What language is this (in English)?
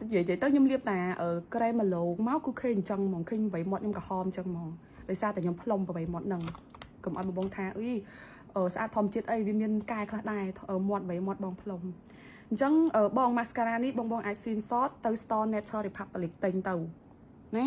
Khmer